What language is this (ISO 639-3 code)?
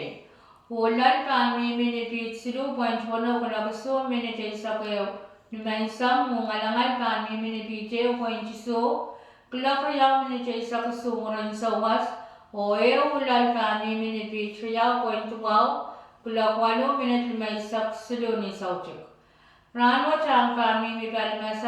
pon